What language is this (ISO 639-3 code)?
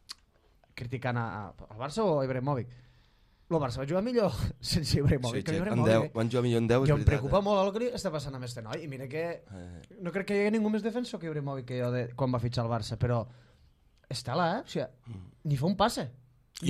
cat